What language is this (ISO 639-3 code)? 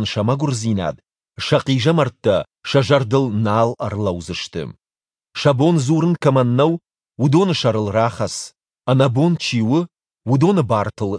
oss